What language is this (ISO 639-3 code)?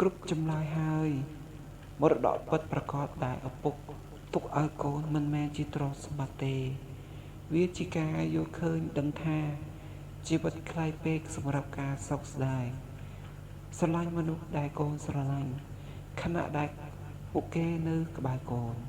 khm